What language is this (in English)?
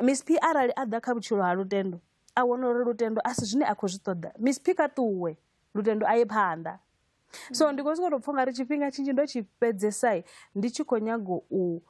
Venda